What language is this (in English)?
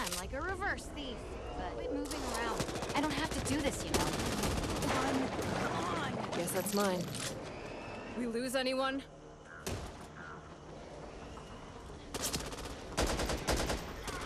English